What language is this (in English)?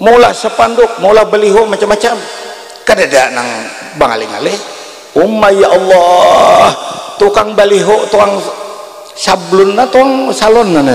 Banjar